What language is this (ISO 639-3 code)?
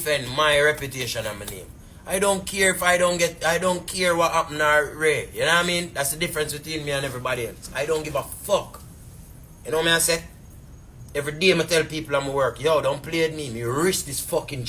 jam